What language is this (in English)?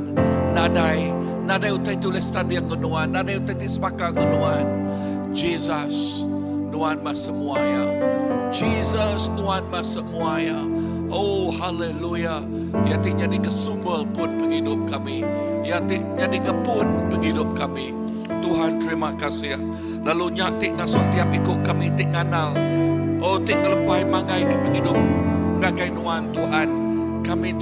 Iban